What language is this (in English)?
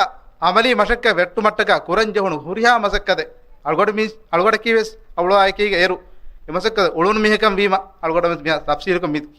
Divehi